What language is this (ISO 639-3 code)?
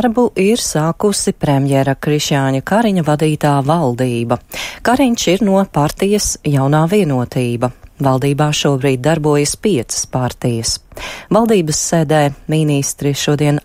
lav